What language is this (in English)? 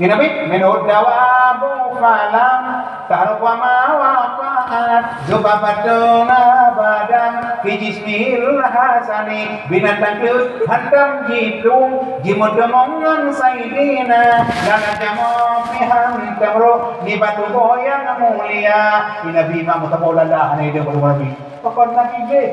Achinese